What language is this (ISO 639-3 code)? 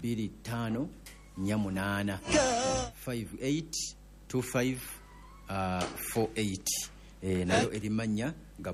lug